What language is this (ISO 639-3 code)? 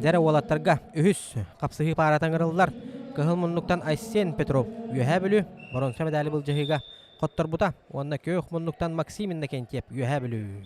sah